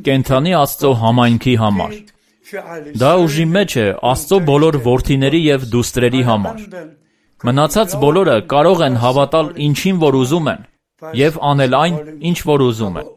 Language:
Armenian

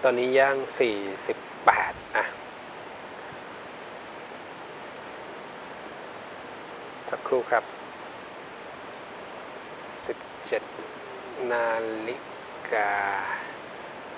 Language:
Thai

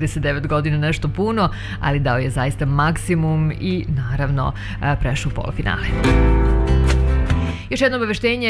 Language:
Serbian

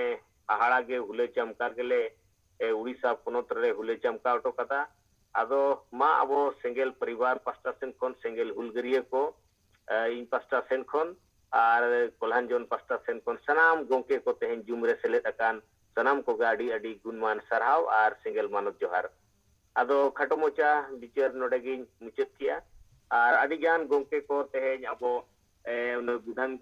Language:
Santali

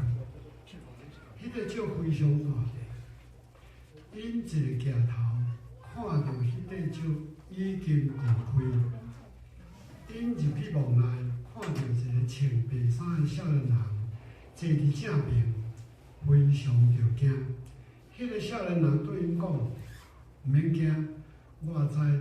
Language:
Min Nan Chinese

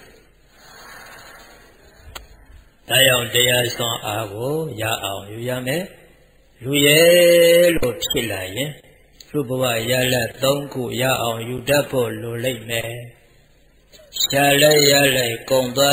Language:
Burmese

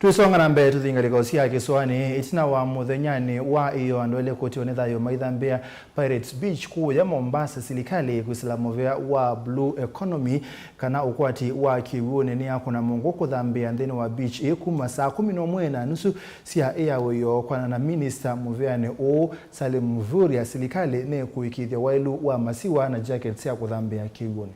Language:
Kamba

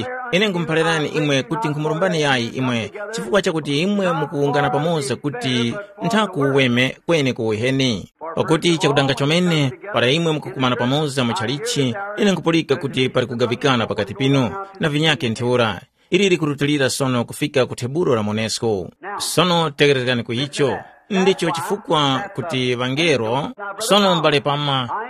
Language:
Tumbuka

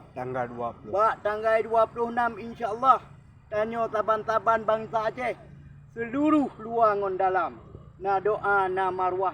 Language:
Achinese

